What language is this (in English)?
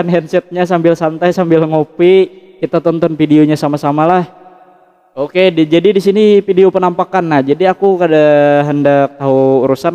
Banjar